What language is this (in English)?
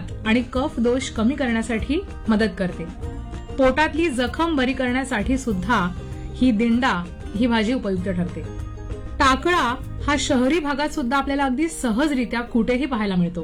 Marathi